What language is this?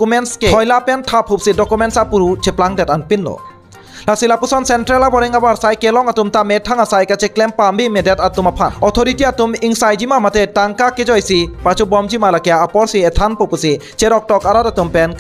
Karbi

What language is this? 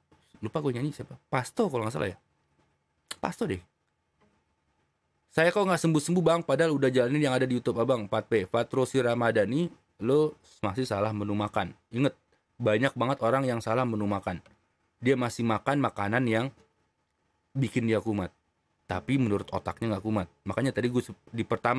Indonesian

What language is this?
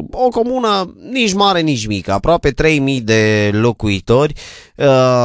Romanian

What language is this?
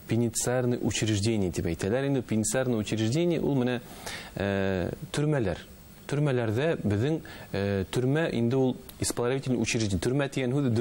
Bashkir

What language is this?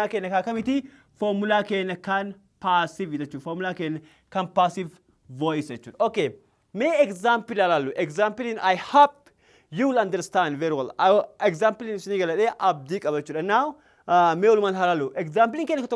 Oromo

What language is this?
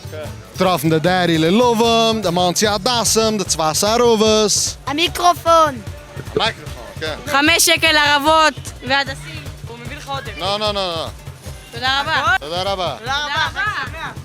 Yiddish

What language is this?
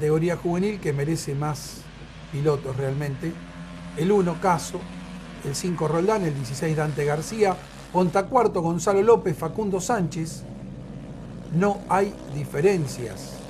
Spanish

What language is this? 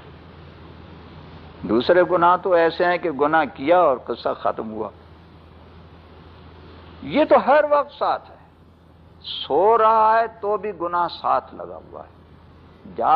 Urdu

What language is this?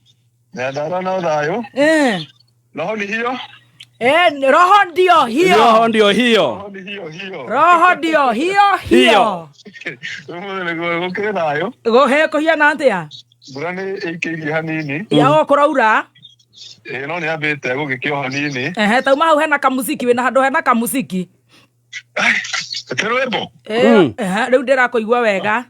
Kikuyu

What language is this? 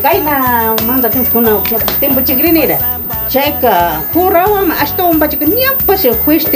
Imbabura Highland Quichua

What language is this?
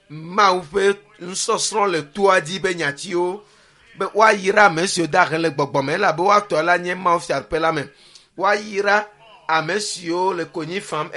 Ewe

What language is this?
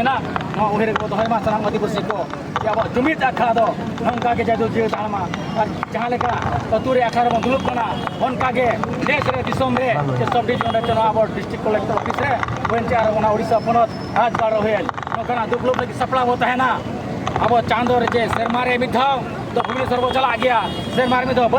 Santali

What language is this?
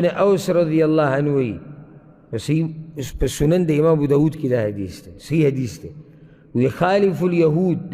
Pashto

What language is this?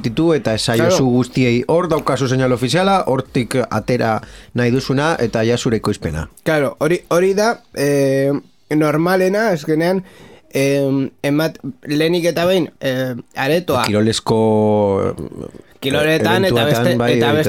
Basque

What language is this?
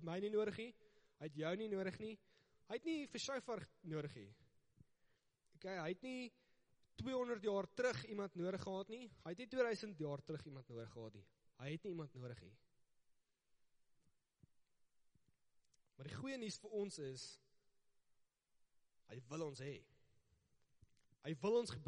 Afrikaans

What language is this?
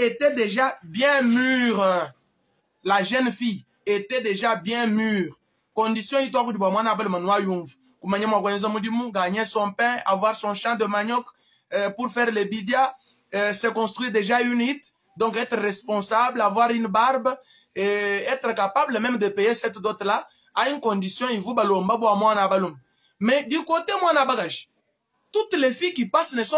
Luba-Lulua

